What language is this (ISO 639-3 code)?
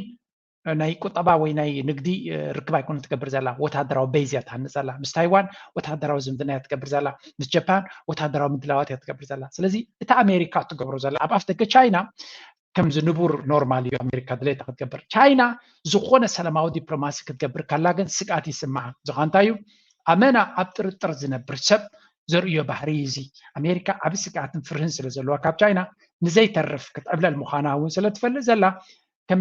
tir